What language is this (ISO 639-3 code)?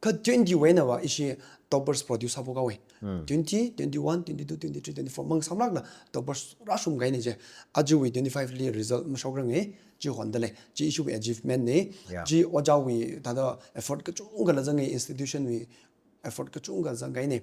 nmf